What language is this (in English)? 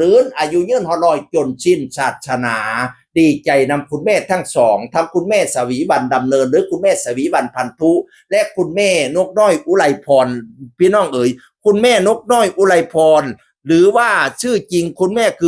Northeastern Thai